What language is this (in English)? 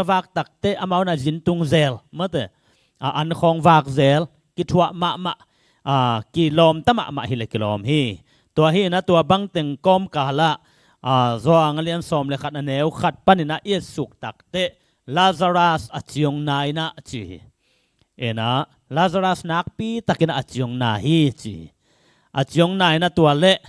Tedim Chin